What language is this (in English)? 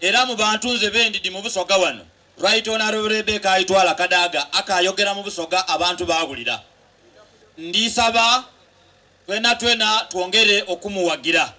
Soga